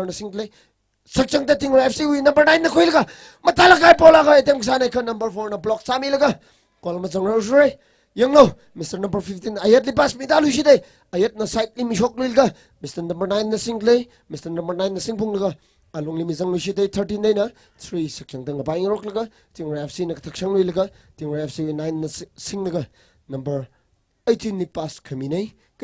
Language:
Tangkhul Naga (India)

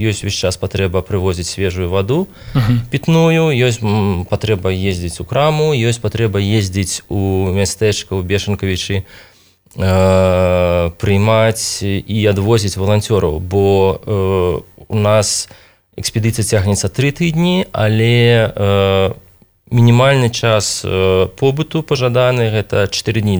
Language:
Belarusian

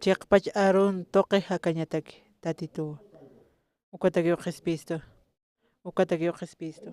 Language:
Aymara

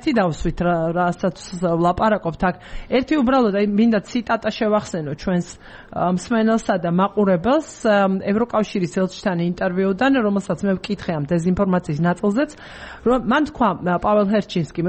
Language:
Georgian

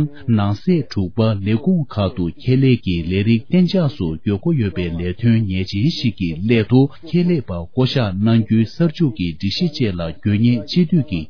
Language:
Tibetan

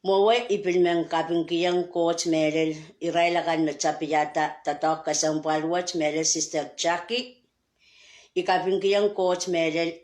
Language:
Pohnpeian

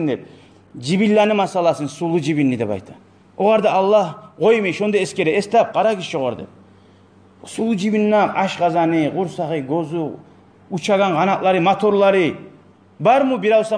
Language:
Kumyk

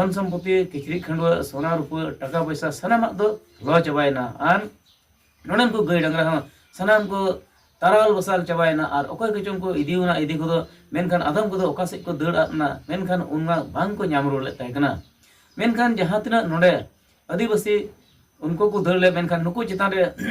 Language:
Santali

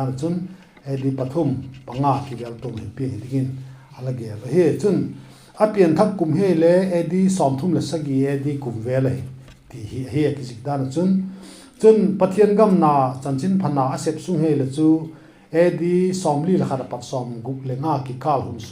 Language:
Vaiphei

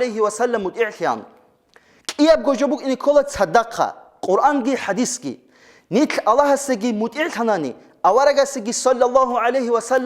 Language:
Avaric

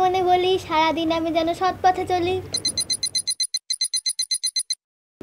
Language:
Bangla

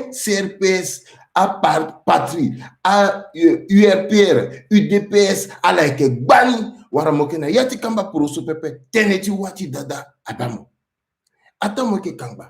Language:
Sango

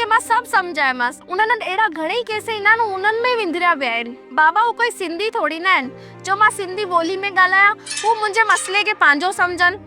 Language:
Sindhi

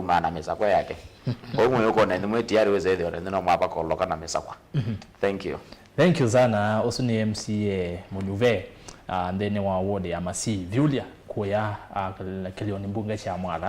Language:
Kamba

